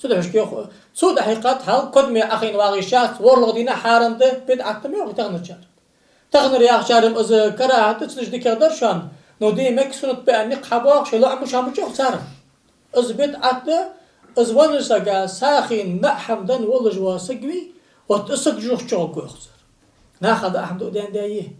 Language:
Ingush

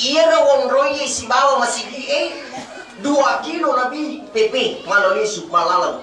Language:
Buginese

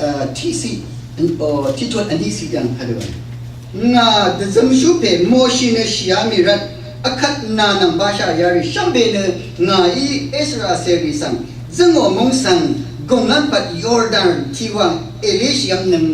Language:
Rawang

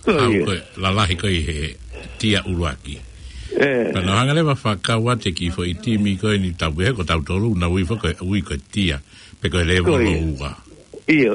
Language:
Tongan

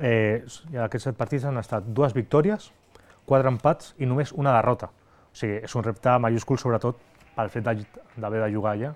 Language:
Catalan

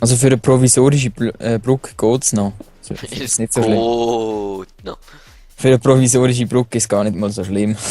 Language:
Swiss German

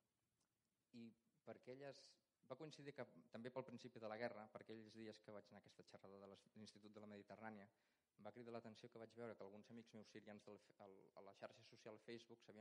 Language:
Catalan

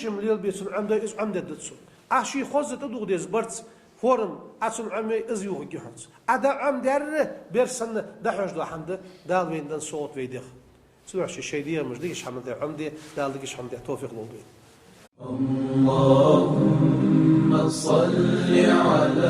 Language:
Ingush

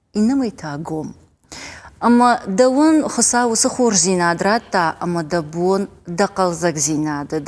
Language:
Ossetic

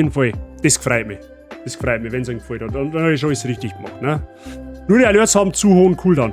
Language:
Bavarian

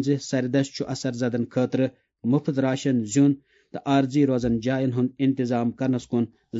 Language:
Kashmiri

